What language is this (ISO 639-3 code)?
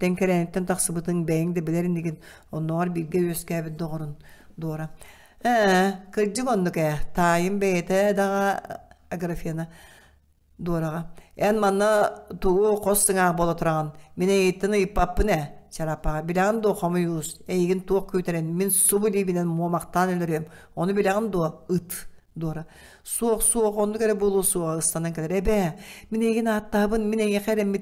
sah